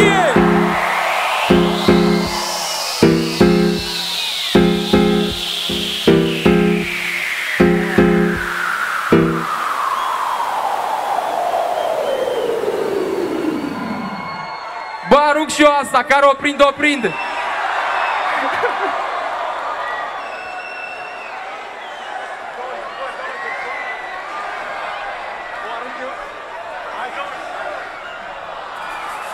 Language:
Romanian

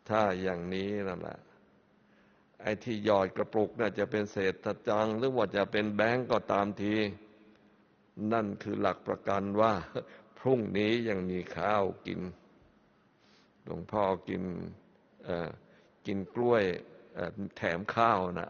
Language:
Thai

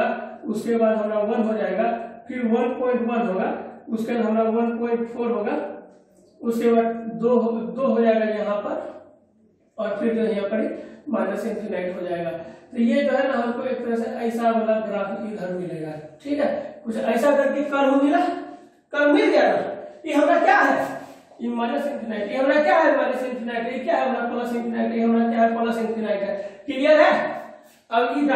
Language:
Hindi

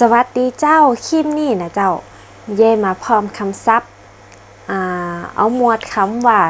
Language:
Northern Thai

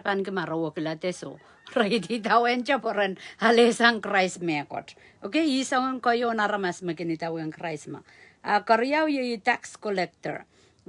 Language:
Pohnpeian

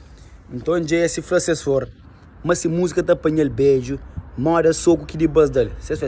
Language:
Kabuverdianu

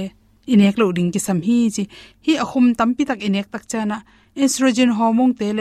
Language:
Tedim Chin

